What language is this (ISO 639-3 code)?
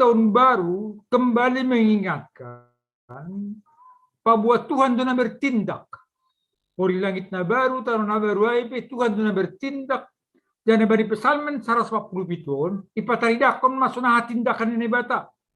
bts